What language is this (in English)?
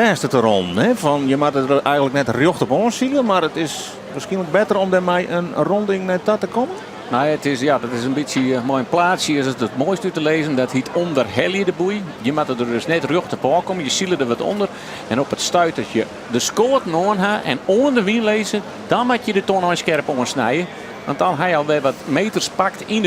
Western Frisian